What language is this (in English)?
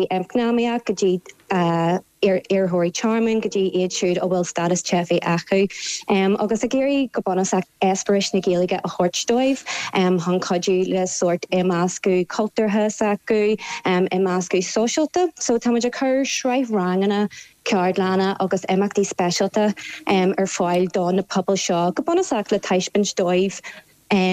Irish